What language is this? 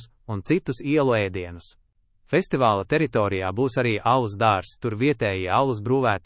Latvian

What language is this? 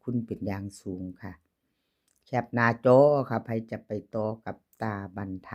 Northeastern Thai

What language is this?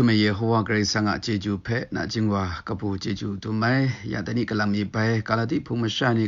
Kachin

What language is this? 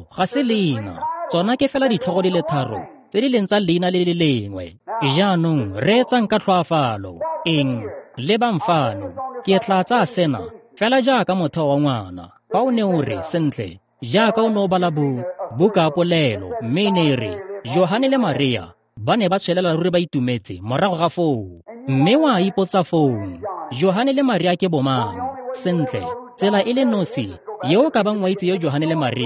Tswana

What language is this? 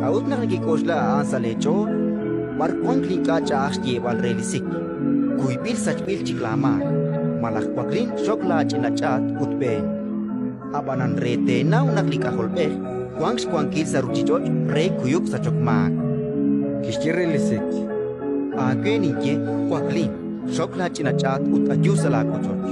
Kekchí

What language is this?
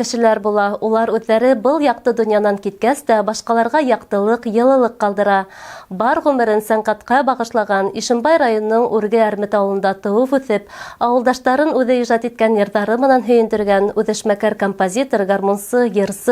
Bashkir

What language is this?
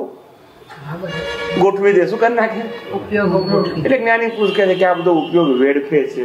Gujarati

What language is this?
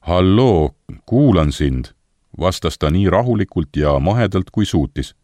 Estonian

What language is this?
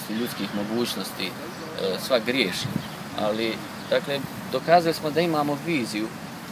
Croatian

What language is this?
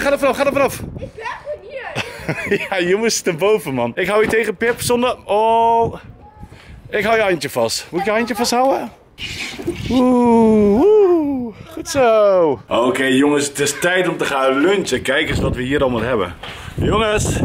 Dutch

